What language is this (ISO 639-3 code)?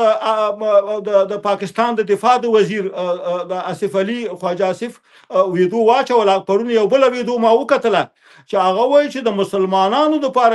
pus